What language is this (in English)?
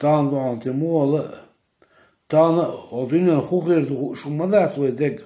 Chechen